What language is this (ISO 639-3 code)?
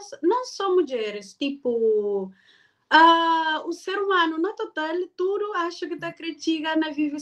kea